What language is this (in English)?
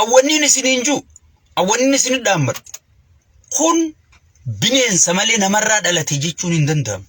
Oromo